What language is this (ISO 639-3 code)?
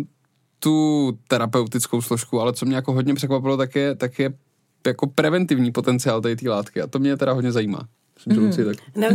ces